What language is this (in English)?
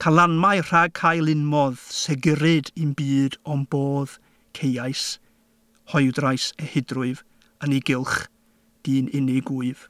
Welsh